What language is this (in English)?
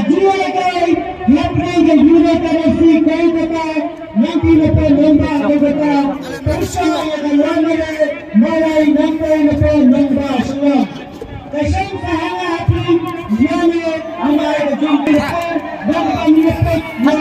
Khasi